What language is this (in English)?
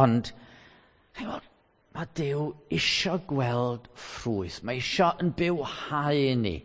Welsh